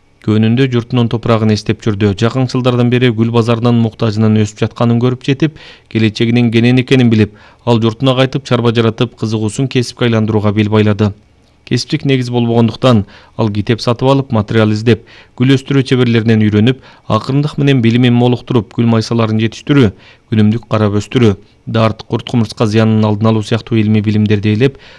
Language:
Kyrgyz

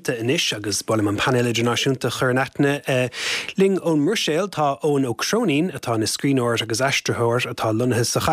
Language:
Irish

